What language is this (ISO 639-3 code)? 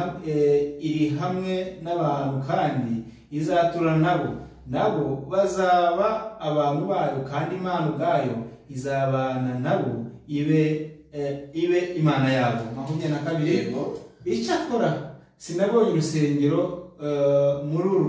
kin